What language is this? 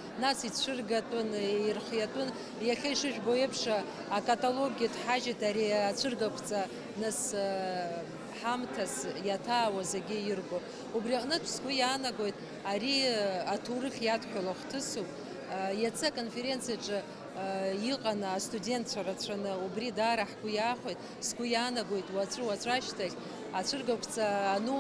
Abkhazian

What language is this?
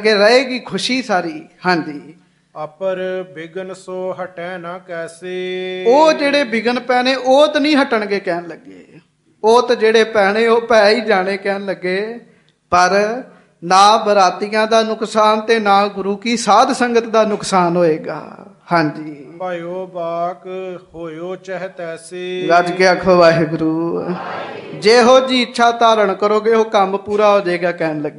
Punjabi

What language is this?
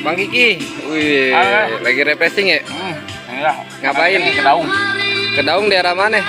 Betawi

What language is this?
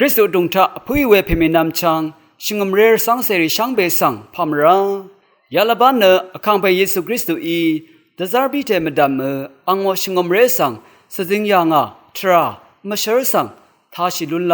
Rawang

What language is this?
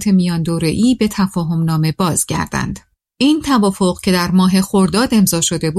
Persian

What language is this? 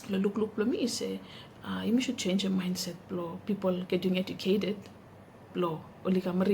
Bislama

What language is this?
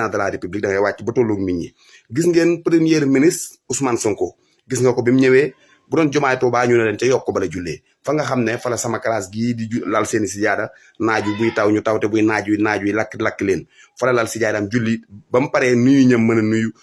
Wolof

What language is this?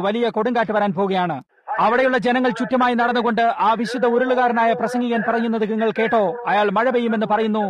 Malayalam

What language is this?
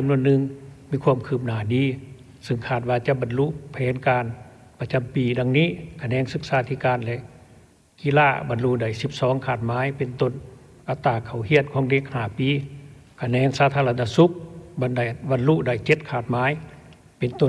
Lao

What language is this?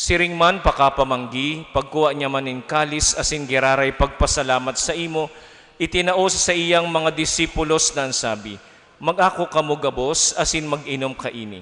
Bikol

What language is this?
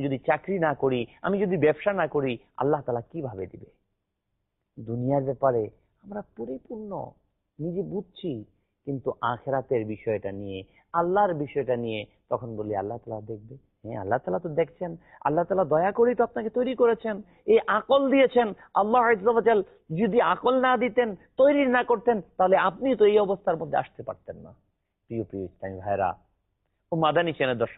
Bangla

